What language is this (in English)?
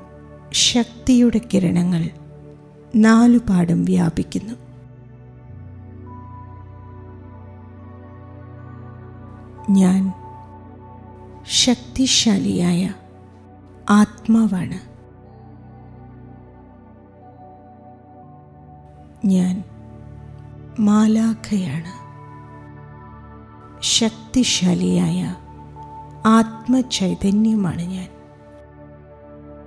Malayalam